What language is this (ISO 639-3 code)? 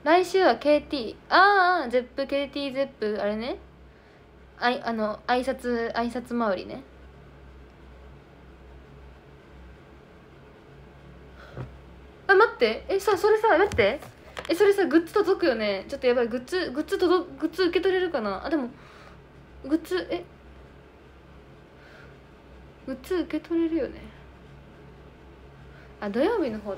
jpn